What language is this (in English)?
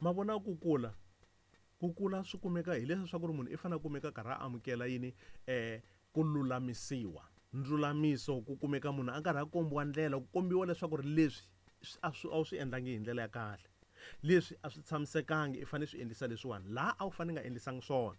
Tsonga